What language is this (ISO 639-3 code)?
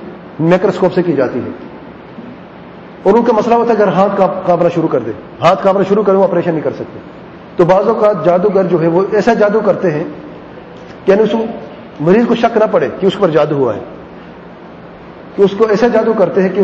urd